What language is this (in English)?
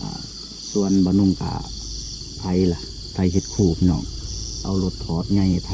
Northeastern Thai